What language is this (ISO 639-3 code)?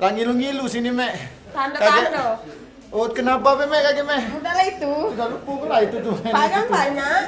mui